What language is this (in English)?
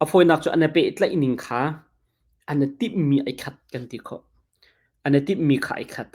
Hakha Chin